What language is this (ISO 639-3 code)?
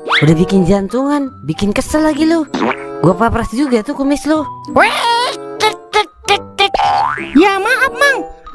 bew